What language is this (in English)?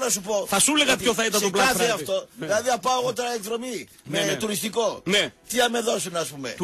Greek